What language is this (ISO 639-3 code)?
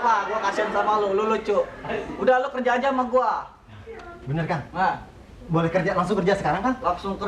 bew